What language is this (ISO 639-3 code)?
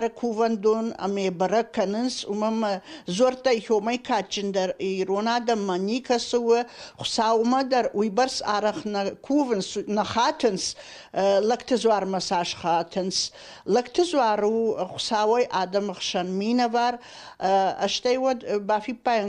oss